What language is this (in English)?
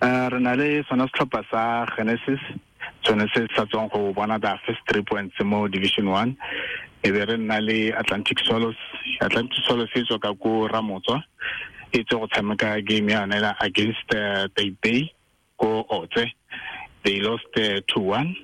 Tswana